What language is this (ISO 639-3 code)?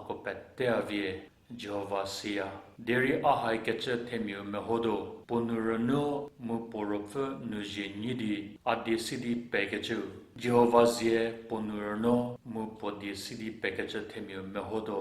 njm